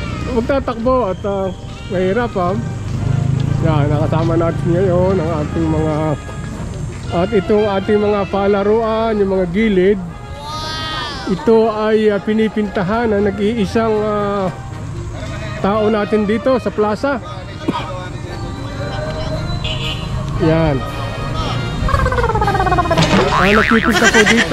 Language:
Filipino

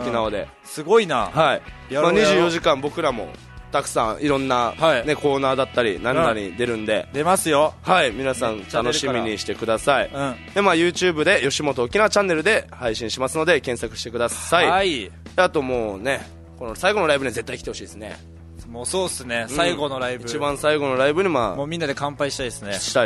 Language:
Japanese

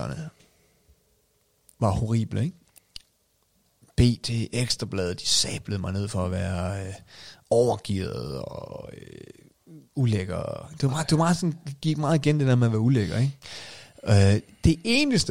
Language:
Danish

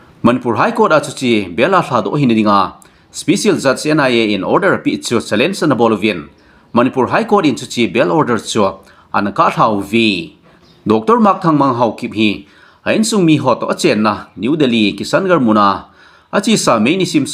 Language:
Thado Chin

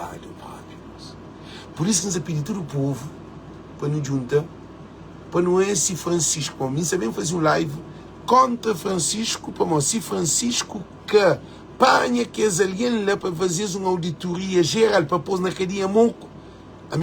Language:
Kabuverdianu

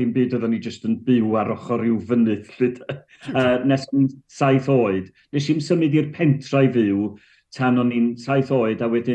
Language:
Welsh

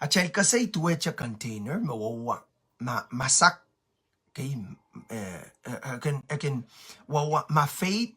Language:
Pohnpeian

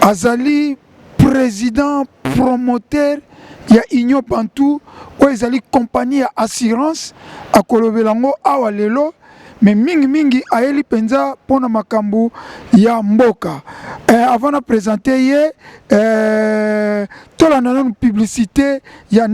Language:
Lingala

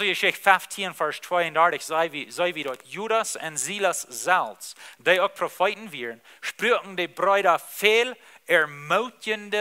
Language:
Plautdietsch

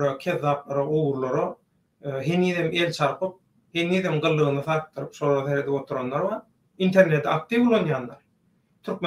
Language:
Turkmen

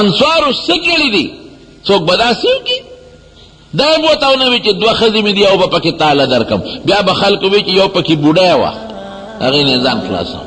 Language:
Pashto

